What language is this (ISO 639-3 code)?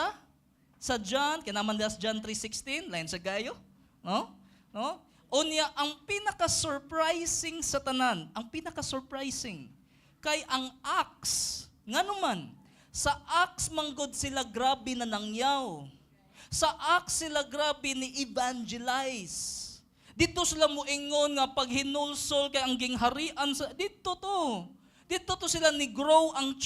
ceb